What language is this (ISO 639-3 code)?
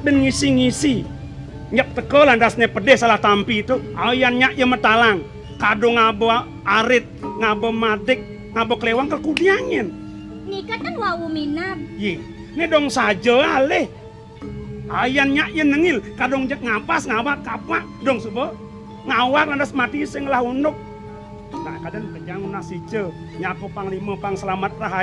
ban